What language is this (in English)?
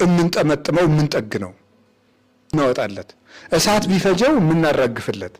Amharic